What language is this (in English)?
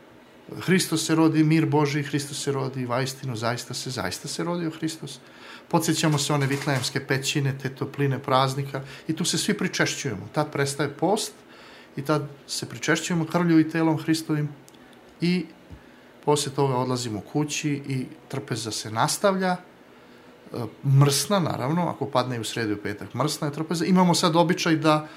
Serbian